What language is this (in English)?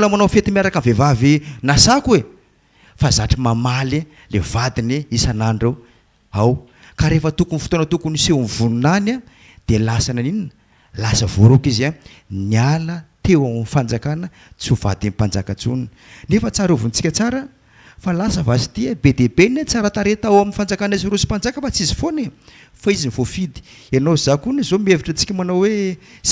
Malagasy